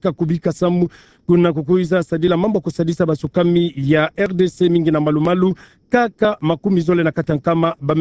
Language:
Kituba (Democratic Republic of Congo)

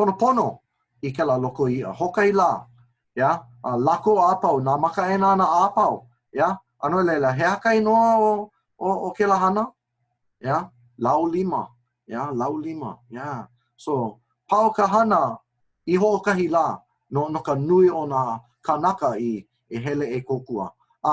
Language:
Hawaiian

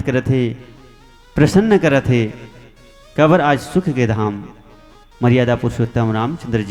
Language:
Chhattisgarhi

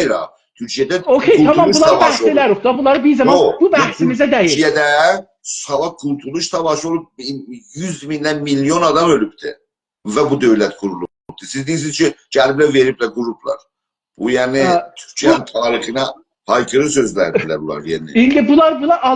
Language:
South Azerbaijani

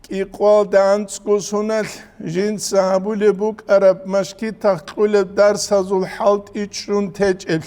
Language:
Avaric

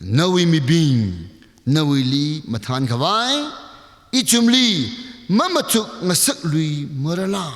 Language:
Tangkhul Naga (India)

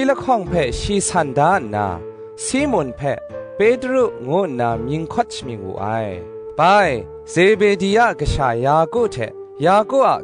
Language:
Kachin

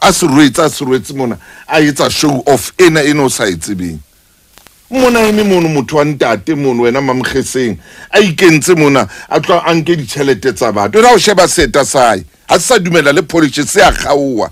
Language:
Southern Sotho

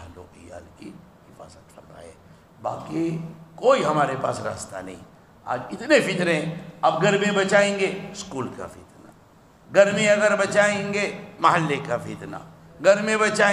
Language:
Urdu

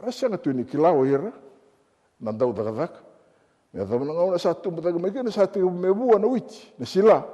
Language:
Fijian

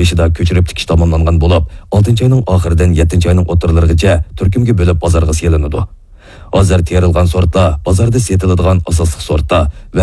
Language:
Uyghur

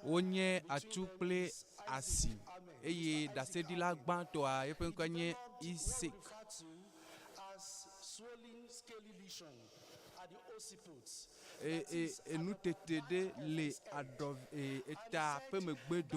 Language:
Ewe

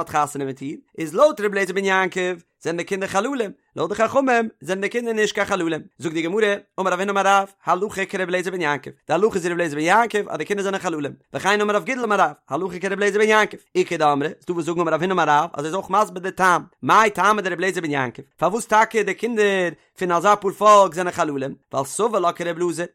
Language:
Yiddish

